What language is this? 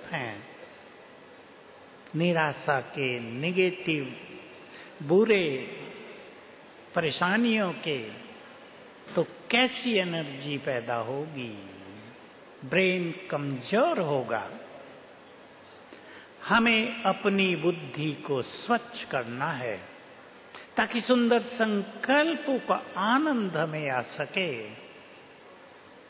Hindi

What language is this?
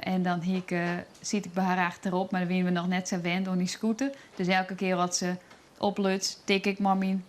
Western Frisian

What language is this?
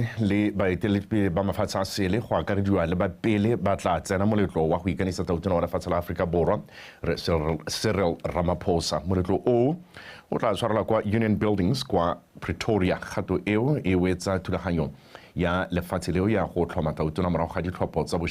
Tswana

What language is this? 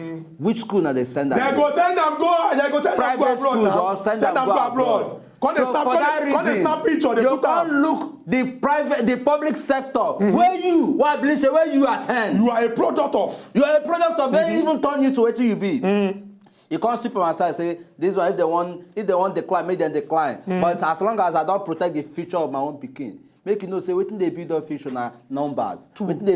Nigerian Pidgin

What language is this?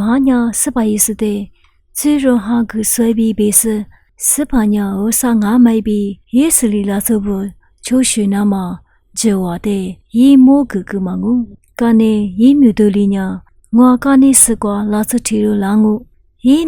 Lisu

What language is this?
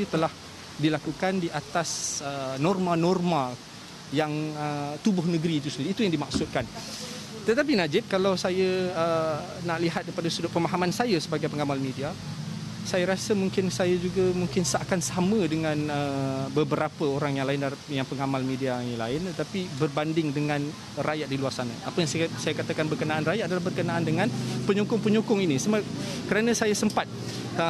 Malay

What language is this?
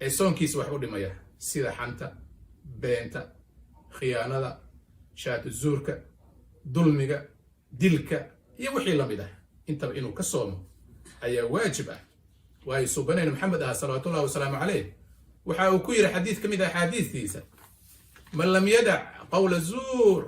Somali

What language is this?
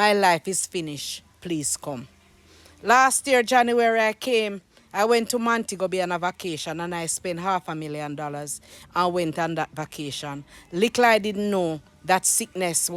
Jamaican Creole English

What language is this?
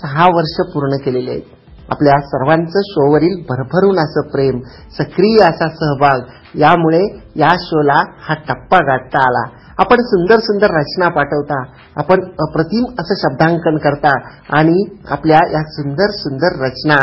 Marathi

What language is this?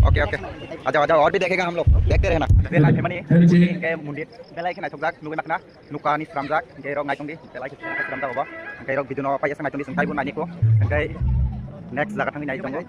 Kok Borok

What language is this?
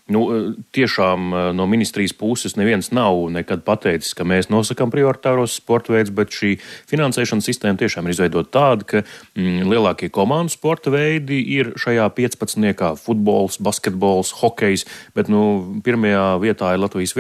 Latvian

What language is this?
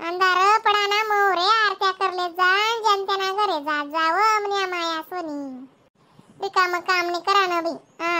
Khandesi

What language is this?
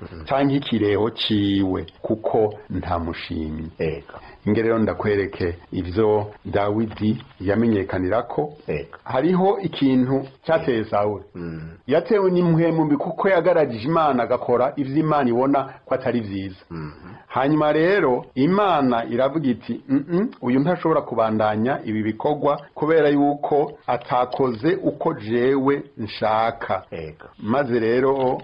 Rundi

